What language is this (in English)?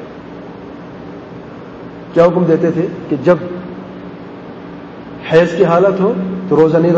Urdu